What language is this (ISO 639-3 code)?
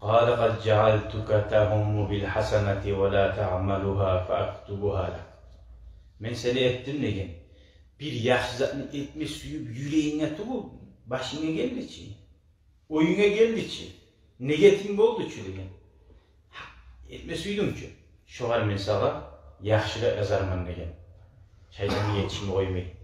kum